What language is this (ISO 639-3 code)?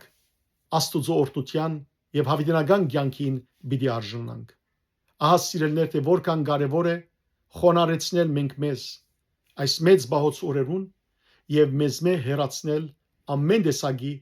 hyw